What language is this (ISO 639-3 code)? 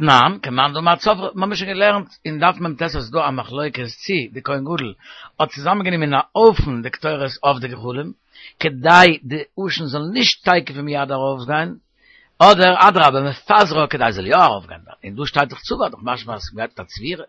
yid